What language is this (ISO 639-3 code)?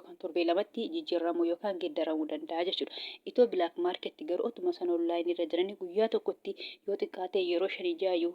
orm